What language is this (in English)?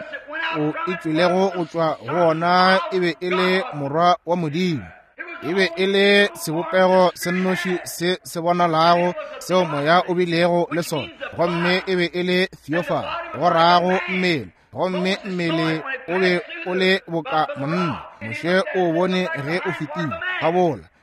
Northern Sotho